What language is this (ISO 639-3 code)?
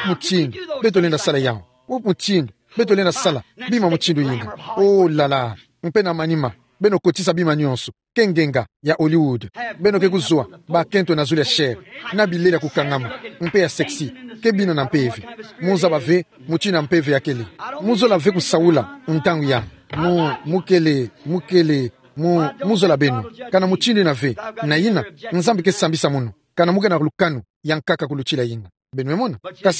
ktu